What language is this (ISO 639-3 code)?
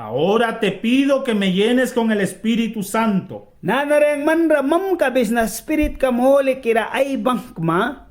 miq